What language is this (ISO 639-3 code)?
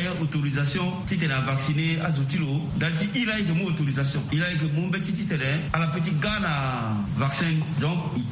sag